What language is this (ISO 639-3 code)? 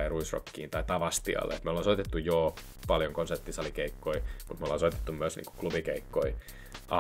fin